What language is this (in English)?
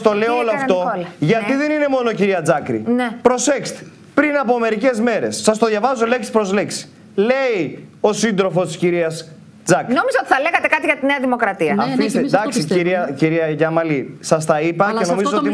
Greek